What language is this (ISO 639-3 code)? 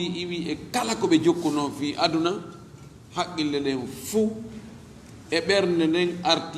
ful